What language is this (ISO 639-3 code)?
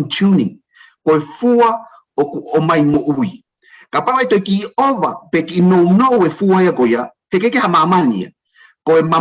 ton